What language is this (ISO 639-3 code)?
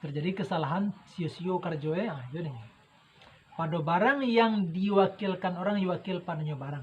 min